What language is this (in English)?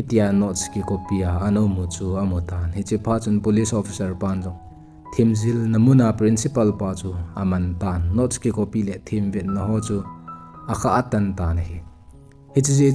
Thado Chin